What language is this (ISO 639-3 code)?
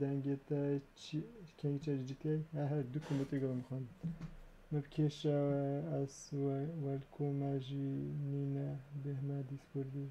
kur